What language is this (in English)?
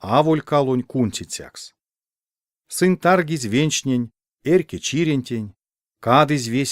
Erzya